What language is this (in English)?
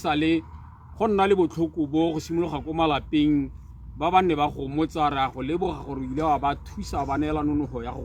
Tswana